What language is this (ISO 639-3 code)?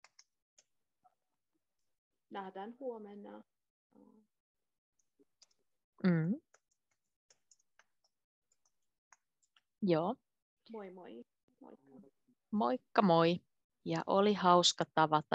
fin